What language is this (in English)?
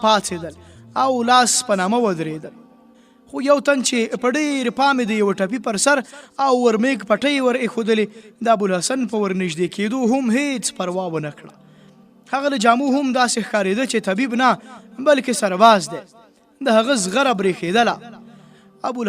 Pashto